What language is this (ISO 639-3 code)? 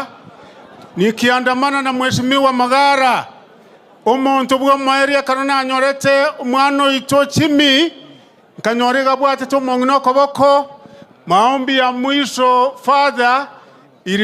guz